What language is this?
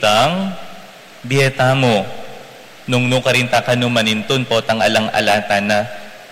Pampanga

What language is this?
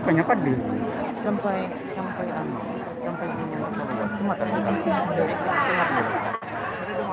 Banjar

